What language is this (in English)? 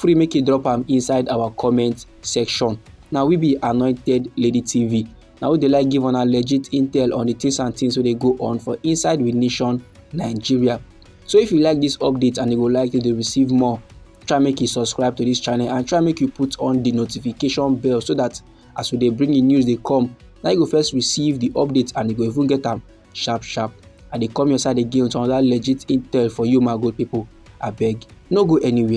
Nigerian Pidgin